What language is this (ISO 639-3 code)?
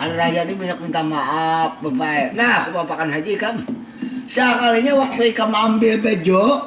bjn